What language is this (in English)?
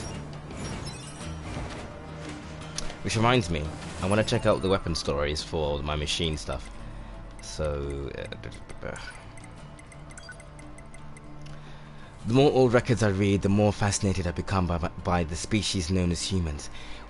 English